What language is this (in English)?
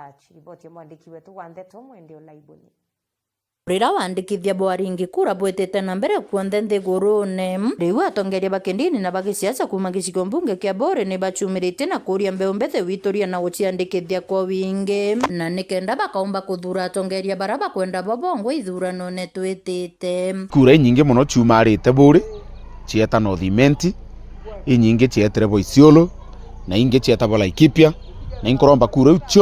Meru